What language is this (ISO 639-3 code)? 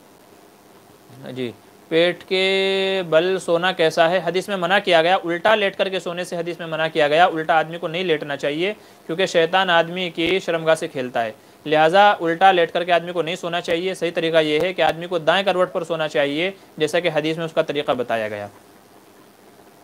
urd